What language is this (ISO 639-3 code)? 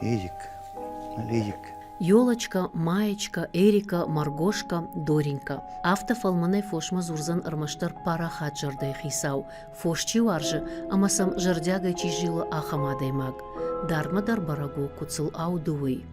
oss